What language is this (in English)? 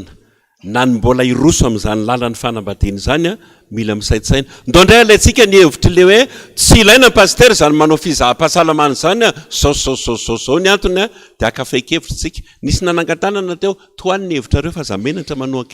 Malagasy